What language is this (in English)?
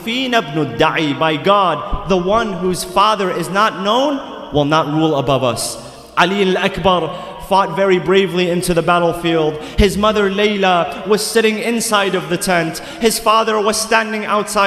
English